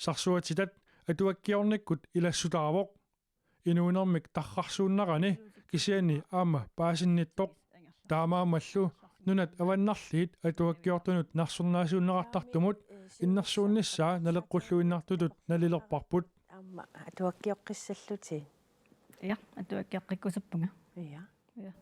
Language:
Kalaallisut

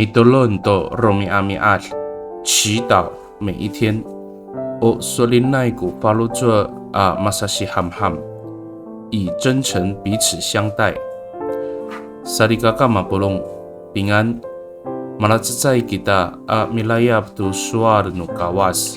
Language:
Amis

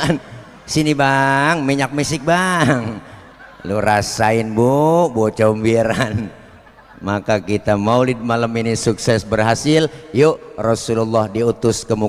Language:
Betawi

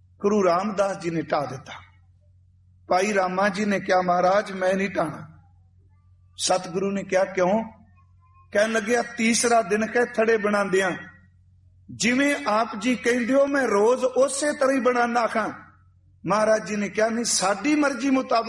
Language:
Punjabi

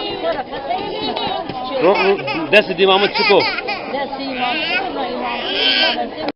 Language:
Zaza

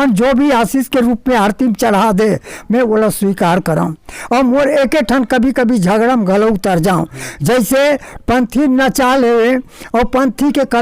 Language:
Chhattisgarhi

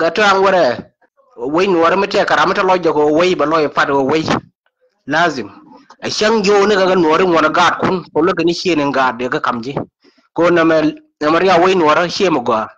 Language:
Nuer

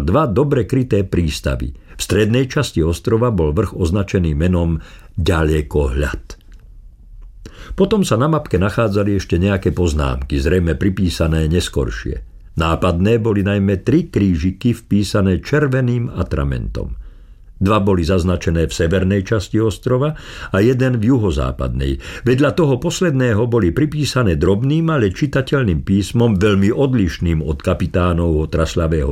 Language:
Slovak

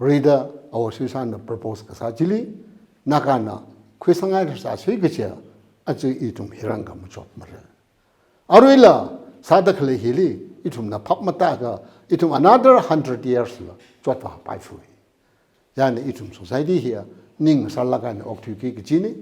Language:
Tangkhul Naga (India)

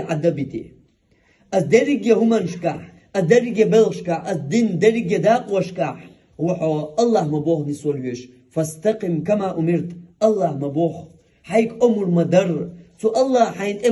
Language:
Chechen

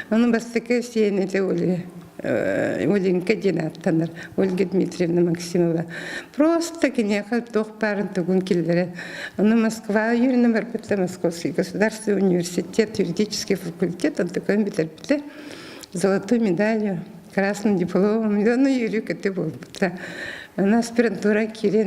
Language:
Yakut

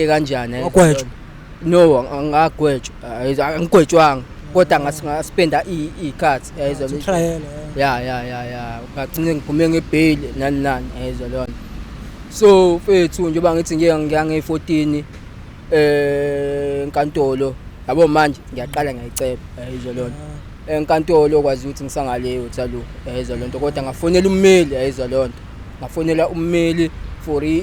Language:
Zulu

